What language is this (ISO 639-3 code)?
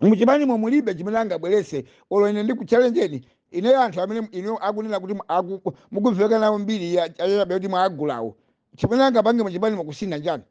nya